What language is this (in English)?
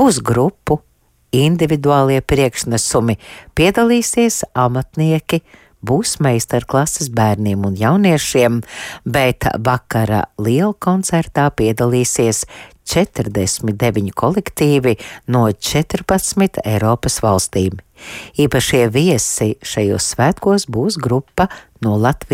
Latvian